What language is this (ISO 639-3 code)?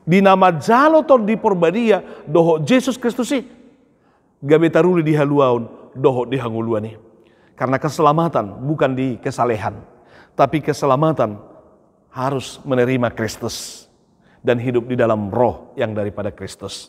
bbc